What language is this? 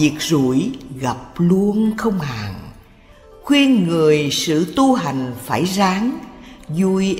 Vietnamese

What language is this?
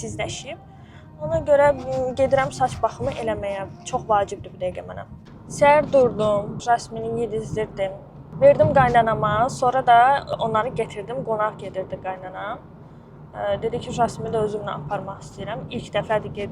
Azerbaijani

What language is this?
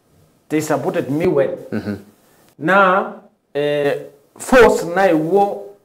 Masai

